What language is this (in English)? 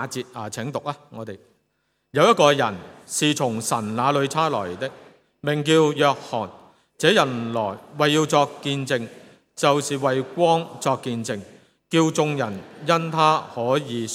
Cantonese